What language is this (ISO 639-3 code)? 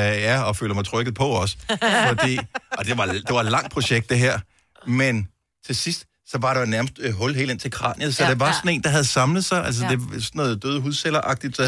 dan